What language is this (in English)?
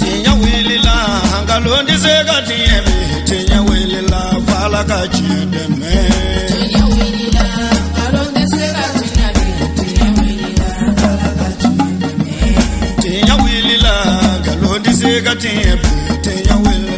Bambara